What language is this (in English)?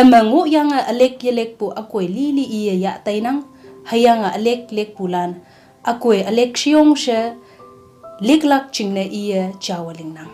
Konyak Naga